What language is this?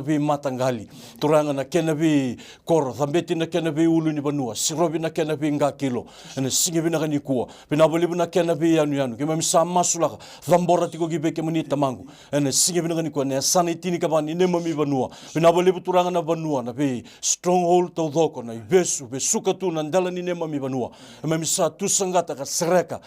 Fijian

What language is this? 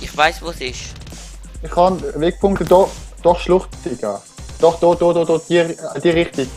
Swiss German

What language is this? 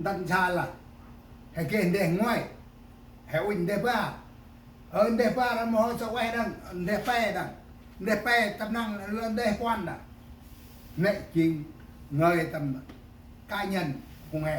Central Mnong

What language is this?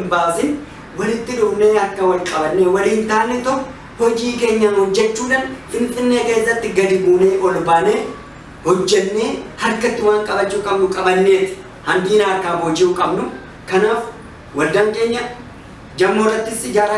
Oromo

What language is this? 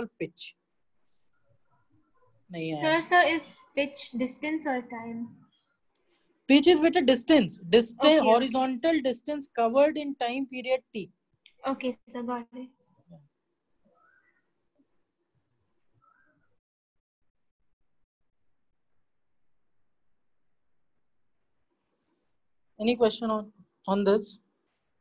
English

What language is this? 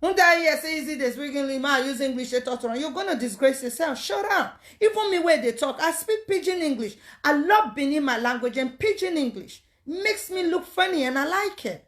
Nigerian Pidgin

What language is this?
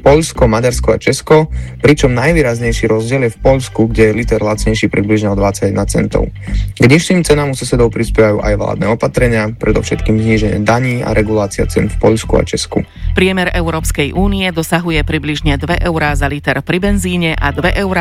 Slovak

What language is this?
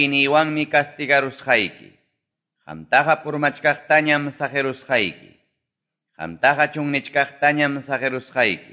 Ayacucho Quechua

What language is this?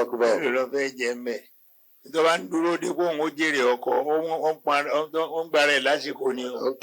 Yoruba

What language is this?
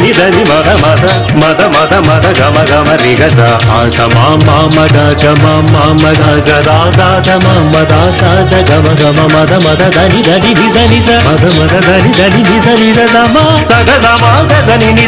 Telugu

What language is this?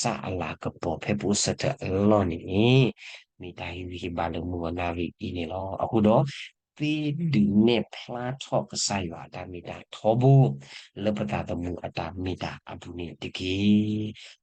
S'gaw Karen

